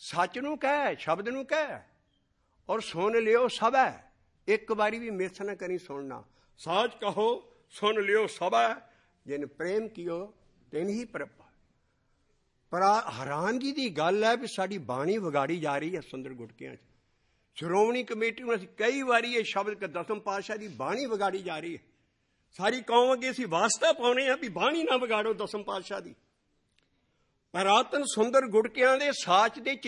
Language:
Punjabi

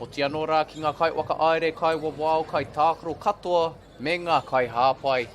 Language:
Māori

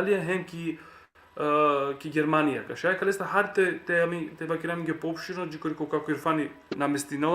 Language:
Balkan Romani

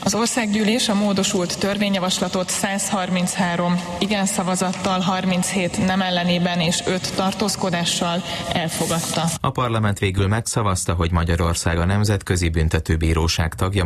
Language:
Hungarian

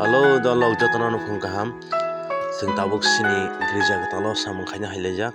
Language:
Kok Borok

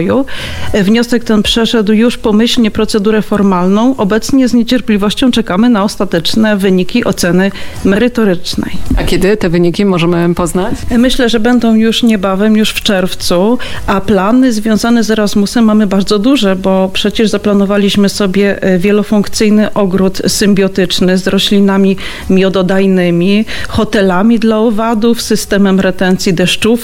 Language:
Polish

